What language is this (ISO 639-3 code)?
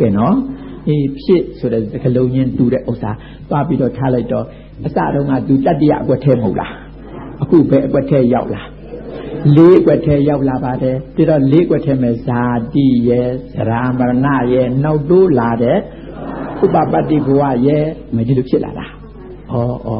mya